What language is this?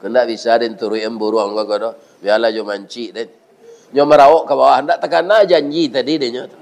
Minangkabau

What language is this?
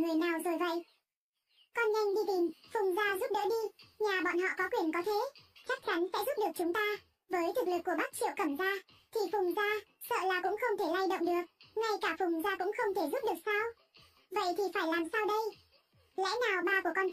Vietnamese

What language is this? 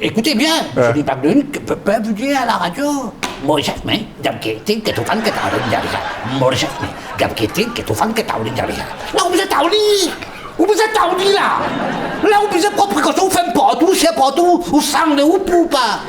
Morisyen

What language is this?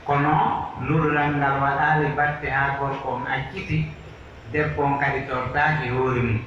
Pular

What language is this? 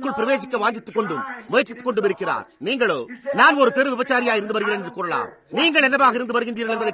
Tamil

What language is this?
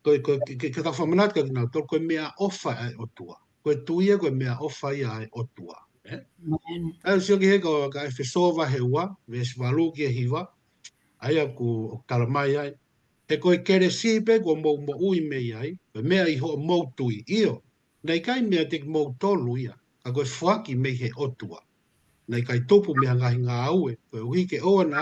Tongan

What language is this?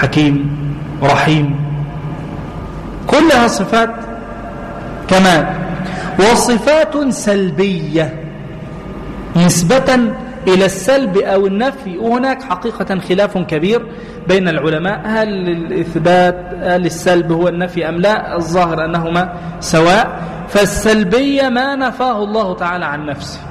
Arabic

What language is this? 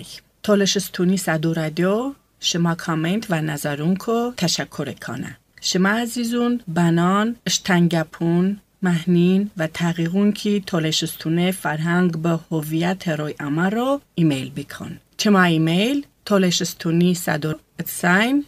Talysh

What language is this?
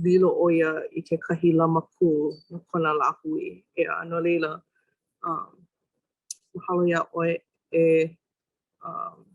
Hawaiian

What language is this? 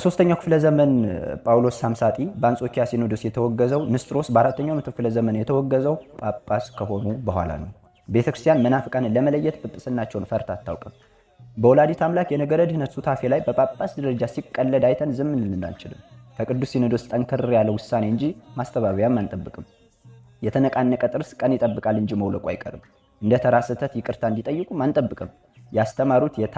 Amharic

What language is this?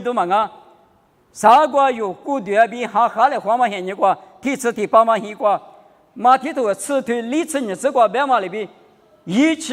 Lisu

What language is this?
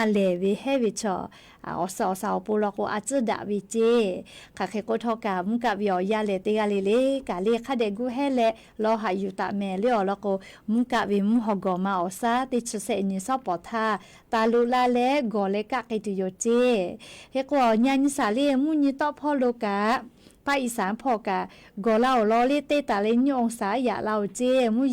Lahu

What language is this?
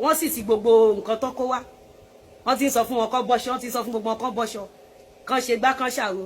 Yoruba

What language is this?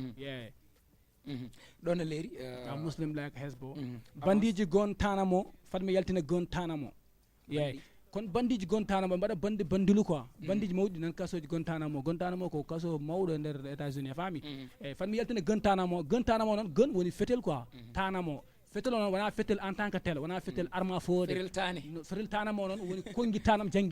Fula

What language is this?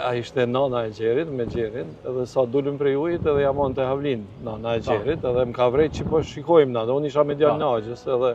Albanian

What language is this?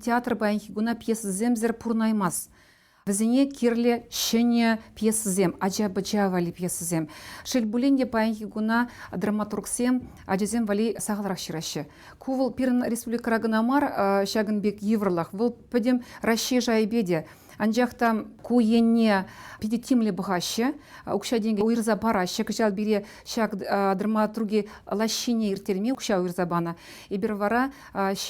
Chuvash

